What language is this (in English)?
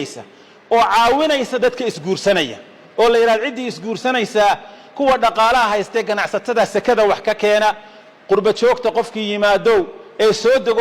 Somali